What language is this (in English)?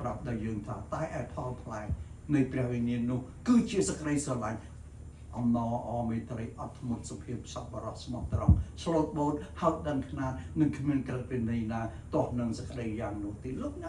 Khmer